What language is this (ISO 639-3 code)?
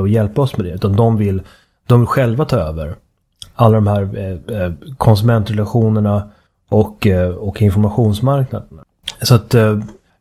swe